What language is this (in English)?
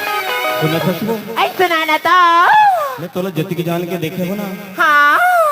Chhattisgarhi